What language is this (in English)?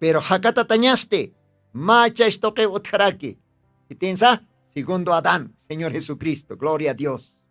Aymara